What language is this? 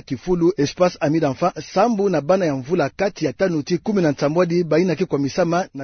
Kituba (Democratic Republic of Congo)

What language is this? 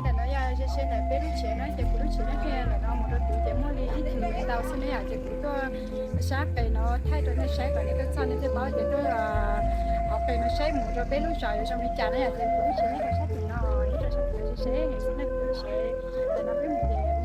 Hmong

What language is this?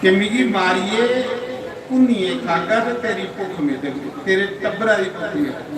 Dogri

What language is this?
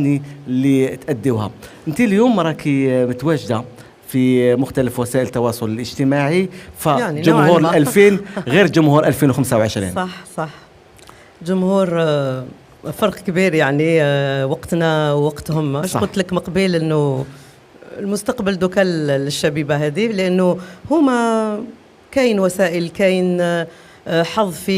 Algerian Arabic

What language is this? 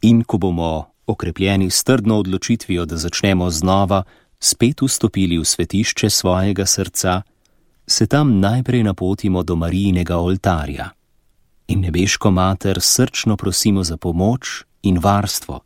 Slovenian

